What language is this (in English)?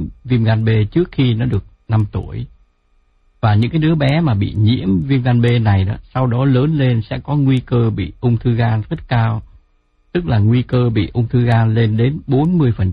Vietnamese